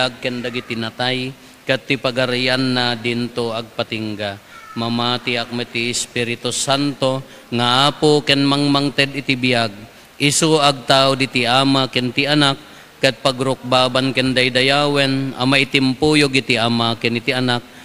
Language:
Iloko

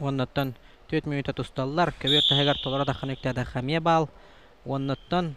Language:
Yakut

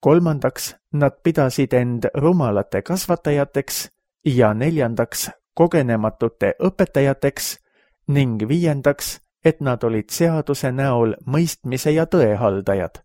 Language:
Estonian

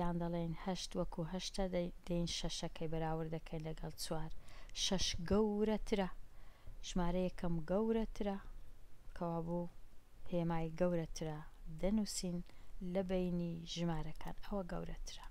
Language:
Central Kurdish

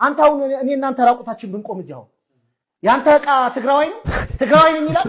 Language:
Amharic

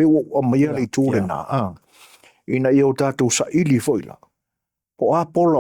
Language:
Samoan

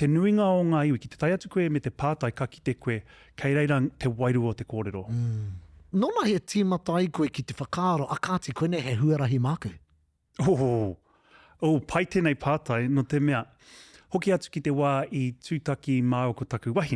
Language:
Māori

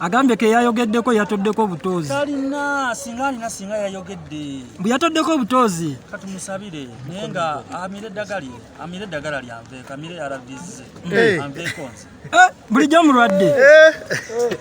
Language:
Ganda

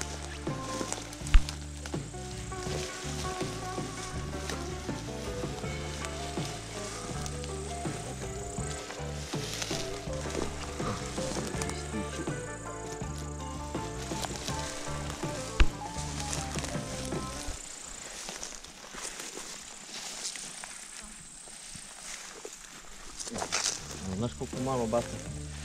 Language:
Serbian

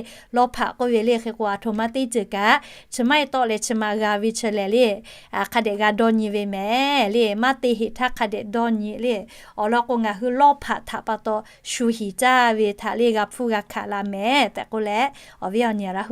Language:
Lahu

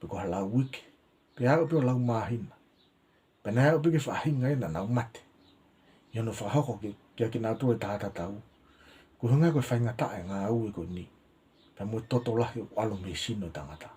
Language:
Tongan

